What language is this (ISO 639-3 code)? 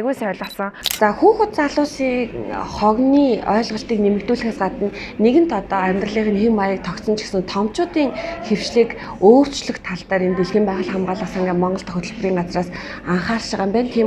mon